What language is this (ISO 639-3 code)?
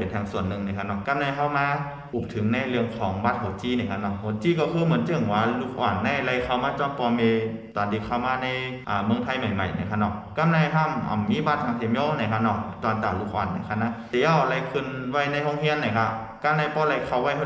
shn